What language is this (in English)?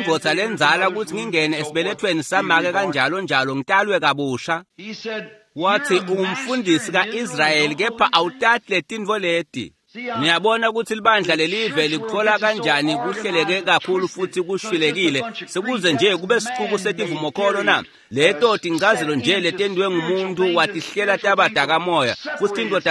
Swati